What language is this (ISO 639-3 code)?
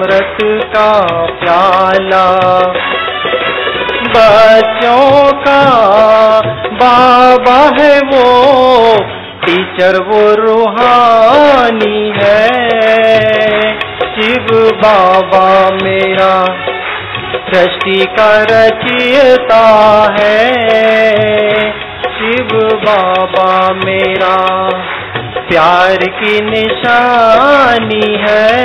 hin